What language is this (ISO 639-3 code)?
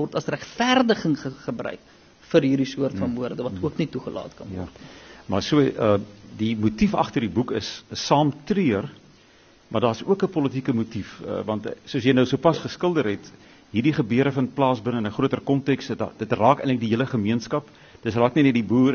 afr